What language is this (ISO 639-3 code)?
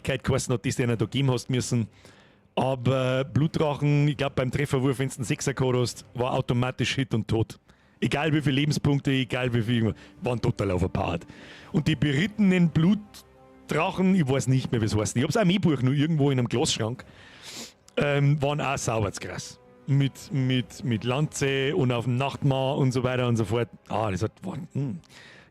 bar